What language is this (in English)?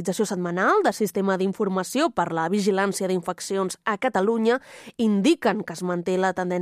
Catalan